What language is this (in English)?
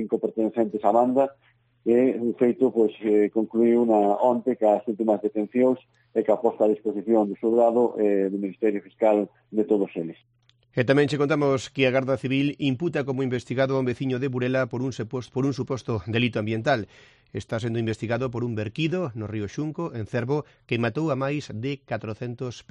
Galician